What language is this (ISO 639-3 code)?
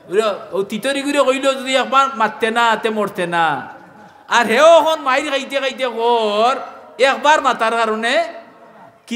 syl